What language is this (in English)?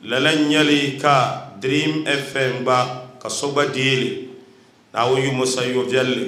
Dagbani